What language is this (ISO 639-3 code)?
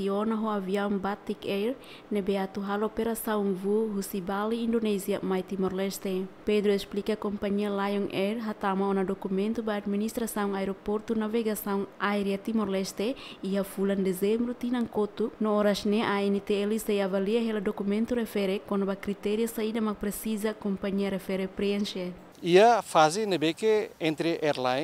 tet